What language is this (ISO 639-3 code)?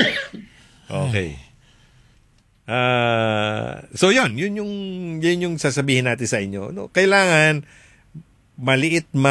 fil